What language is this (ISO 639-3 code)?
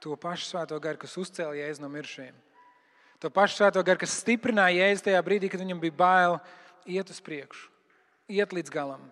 lav